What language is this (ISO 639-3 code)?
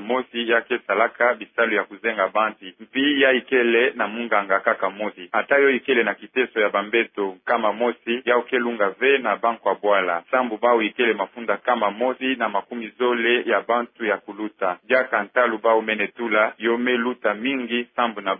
ktu